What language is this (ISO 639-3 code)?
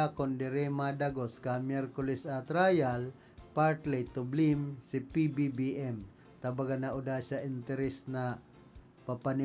bik